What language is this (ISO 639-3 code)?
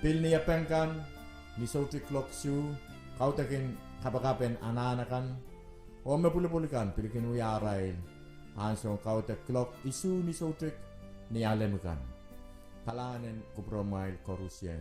pon